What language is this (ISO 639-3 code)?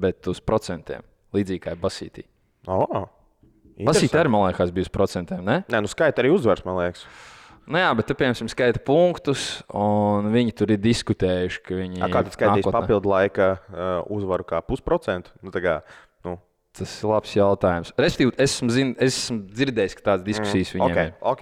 lav